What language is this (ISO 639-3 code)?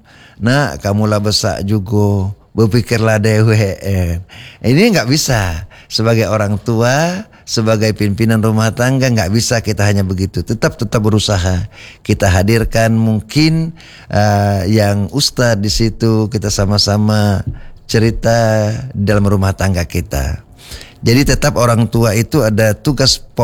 ind